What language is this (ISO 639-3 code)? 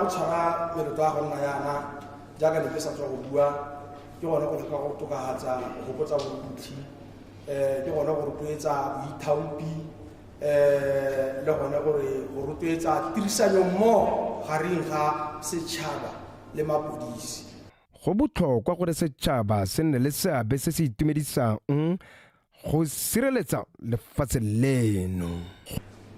tsn